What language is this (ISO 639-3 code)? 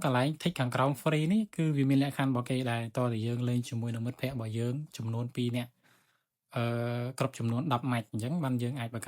khm